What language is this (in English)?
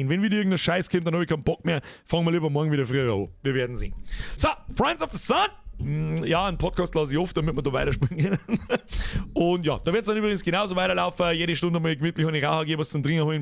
Bavarian